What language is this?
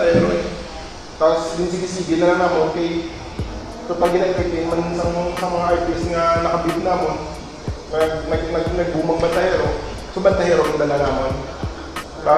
Hiligaynon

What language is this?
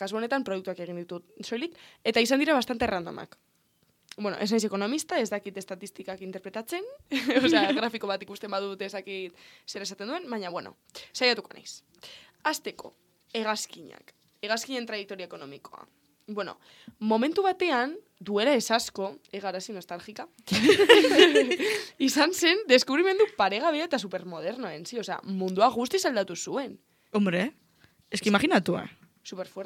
Basque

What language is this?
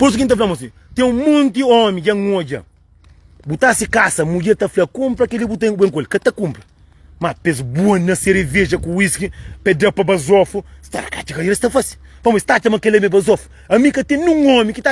Kabuverdianu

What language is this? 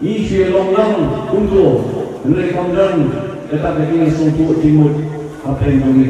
Khasi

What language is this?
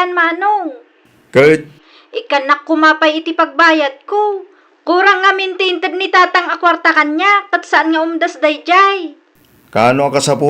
Iloko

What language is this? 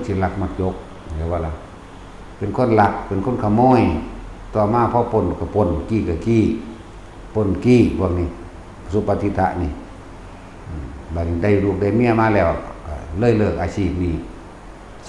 Northeastern Thai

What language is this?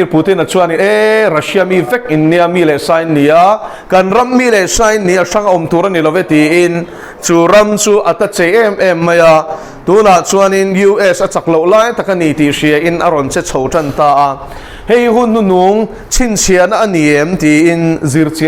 Mizo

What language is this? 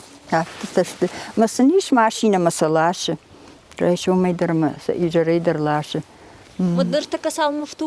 Ossetic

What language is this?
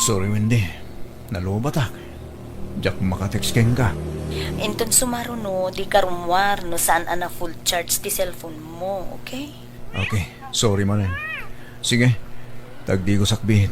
Iloko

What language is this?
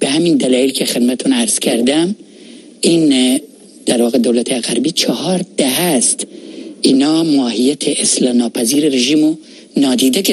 Persian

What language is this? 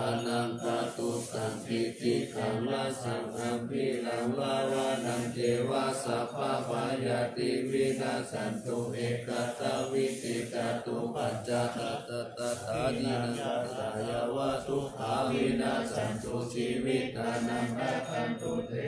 Pali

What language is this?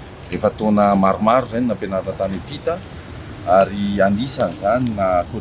Malagasy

